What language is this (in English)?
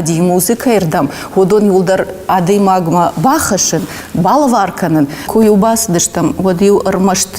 Ossetic